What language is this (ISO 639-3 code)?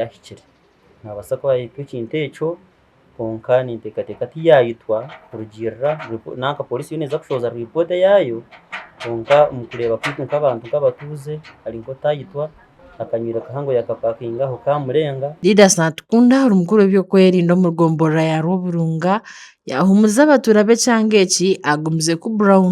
nyn